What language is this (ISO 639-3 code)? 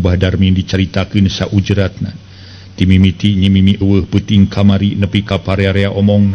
sun